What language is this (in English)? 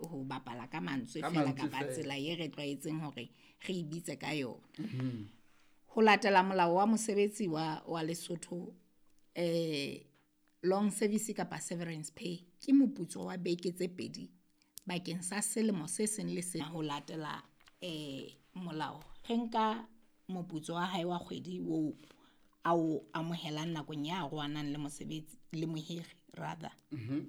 Southern Sotho